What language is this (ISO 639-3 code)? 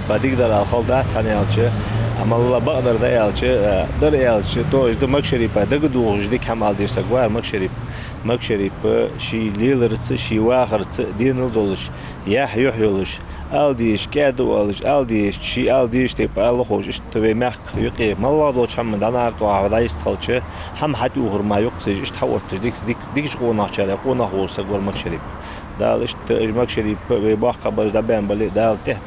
inh